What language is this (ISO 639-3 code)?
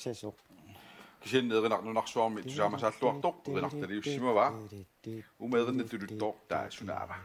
kal